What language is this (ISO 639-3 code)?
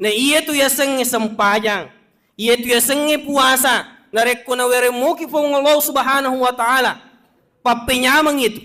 bug